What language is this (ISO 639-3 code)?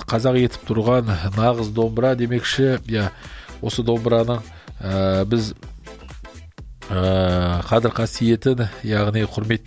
kaz